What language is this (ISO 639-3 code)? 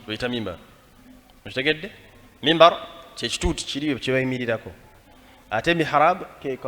lug